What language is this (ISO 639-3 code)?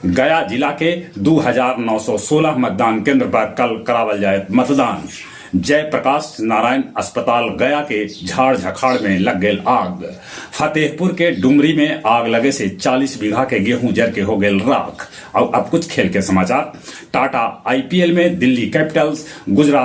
mag